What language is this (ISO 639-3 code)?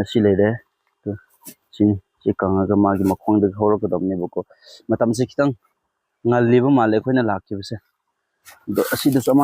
mni